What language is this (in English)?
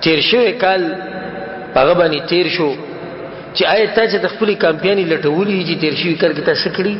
Pashto